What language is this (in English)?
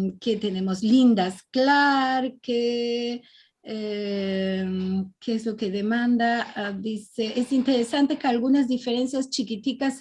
Ladino